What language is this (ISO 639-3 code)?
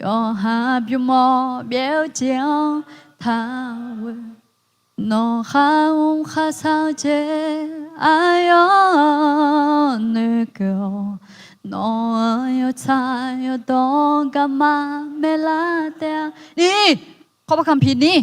ahk